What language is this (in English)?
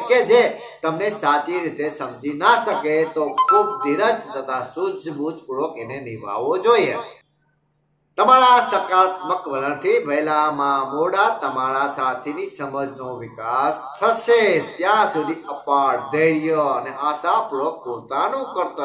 Gujarati